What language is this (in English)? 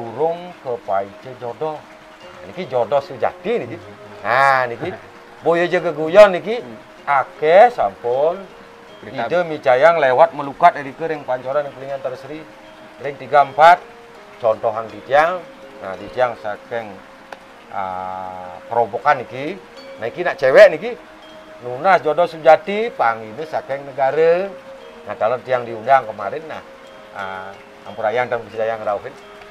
Balinese